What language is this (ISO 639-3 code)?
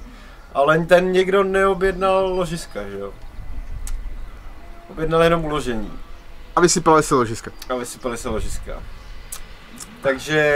ces